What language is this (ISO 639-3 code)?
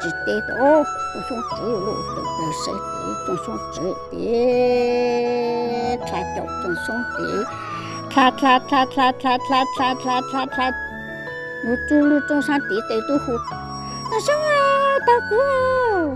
hmn